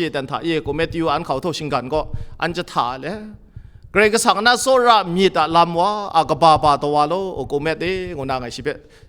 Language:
Kachin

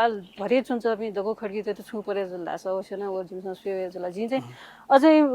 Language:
Newari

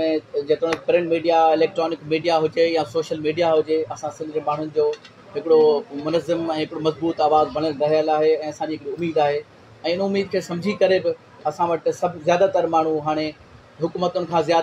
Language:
Sindhi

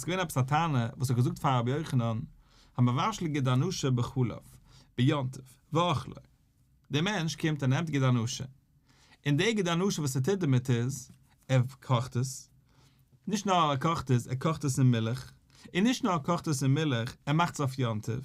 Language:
Yiddish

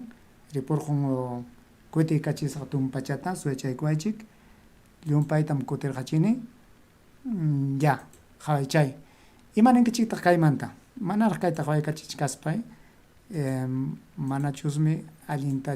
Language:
Ayacucho Quechua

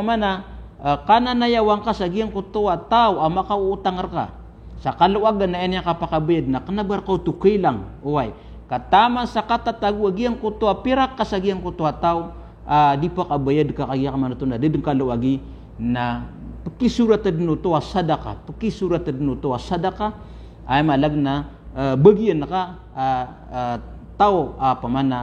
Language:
Maranao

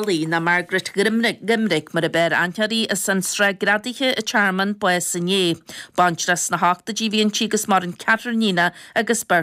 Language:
Irish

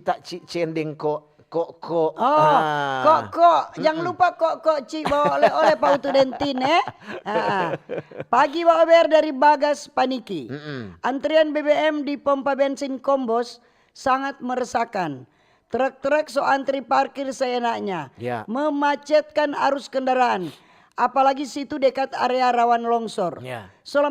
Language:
Manado Malay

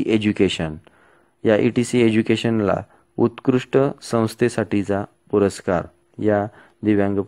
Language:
Marathi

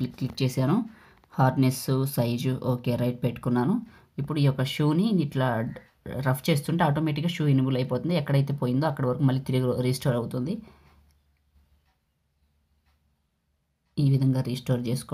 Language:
Telugu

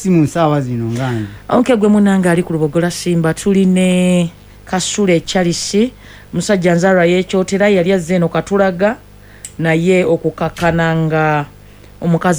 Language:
Ganda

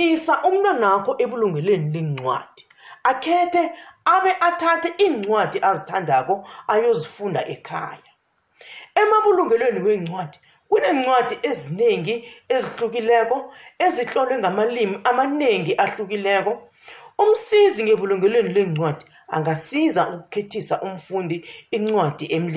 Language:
South Ndebele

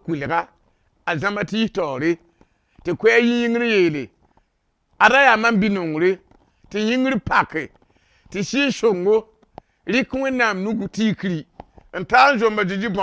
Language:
Mossi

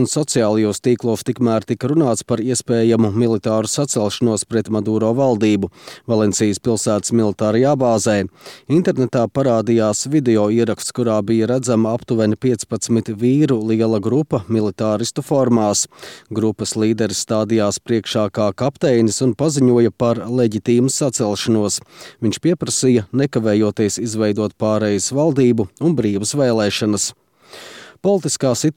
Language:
Latvian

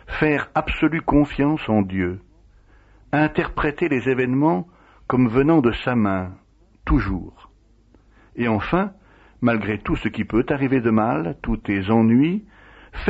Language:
French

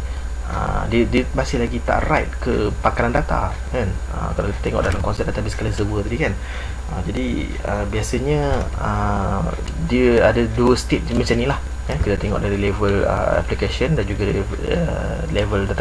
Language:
Malay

